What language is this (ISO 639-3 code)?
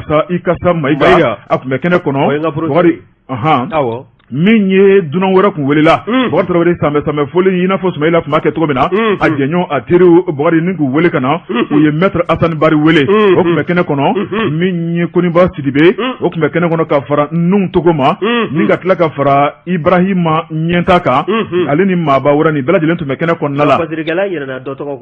bam